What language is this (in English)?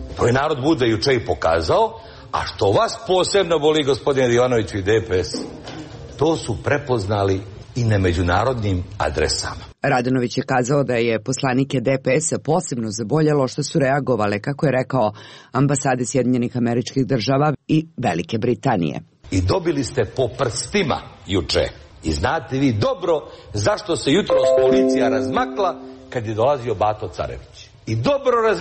Serbian